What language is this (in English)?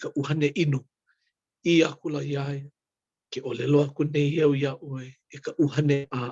Hawaiian